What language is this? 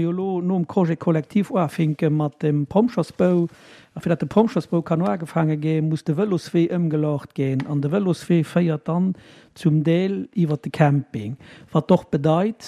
Luxembourgish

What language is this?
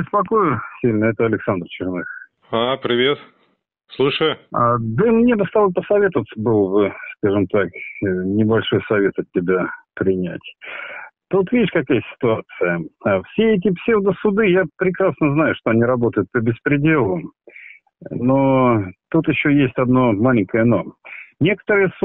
Russian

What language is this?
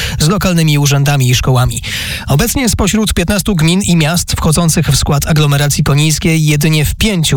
Polish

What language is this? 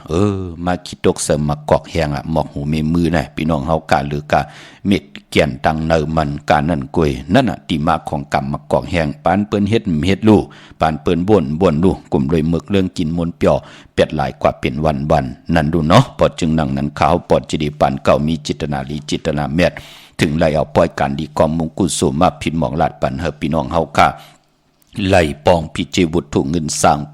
Shan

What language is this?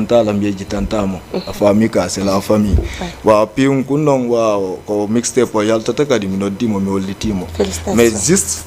Fula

